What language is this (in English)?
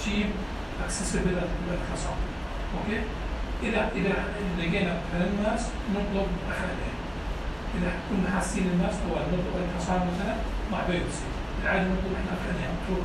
North Levantine Arabic